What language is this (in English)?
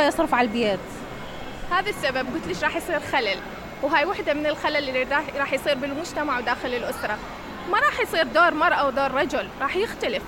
Mesopotamian Arabic